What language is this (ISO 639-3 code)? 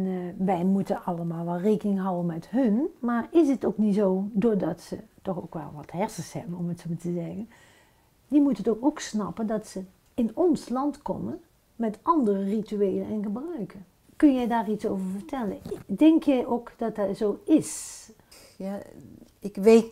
nld